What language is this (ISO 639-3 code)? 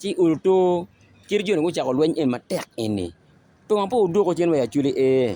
ach